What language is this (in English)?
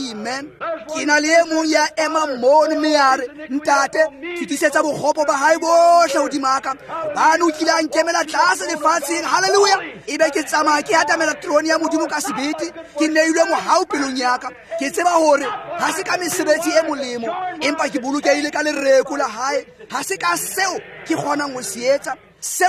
Tswana